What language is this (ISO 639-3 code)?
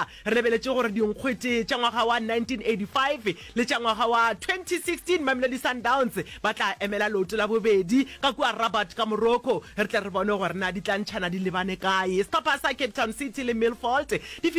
nso